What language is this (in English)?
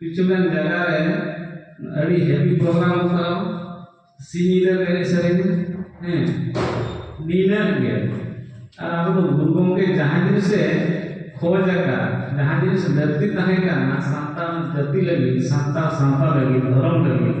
Santali